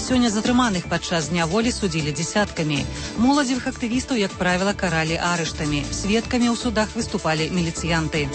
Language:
Belarusian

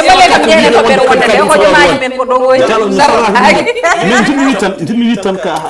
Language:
Fula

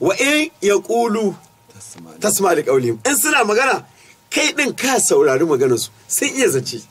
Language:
Hausa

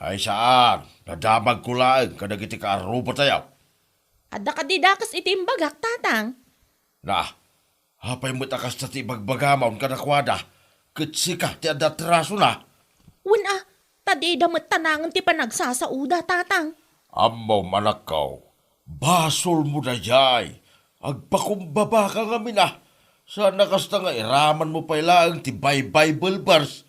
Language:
Iloko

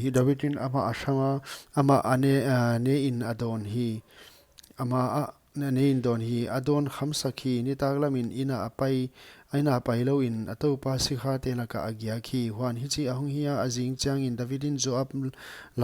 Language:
Paite Chin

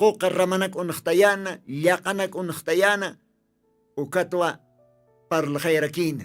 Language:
Aymara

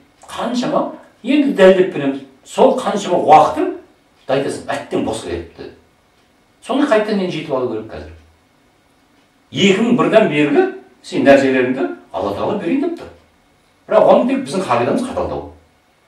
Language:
Kazakh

